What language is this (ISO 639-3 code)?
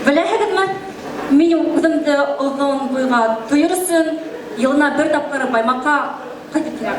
bak